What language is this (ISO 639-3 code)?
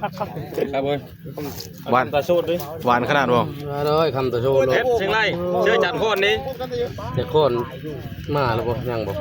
tts